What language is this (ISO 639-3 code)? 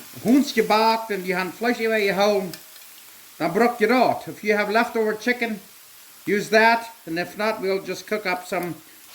pdt